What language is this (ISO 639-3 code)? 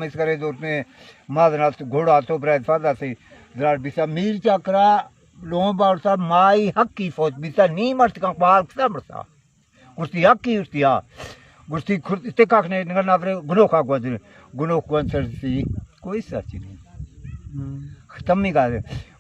bal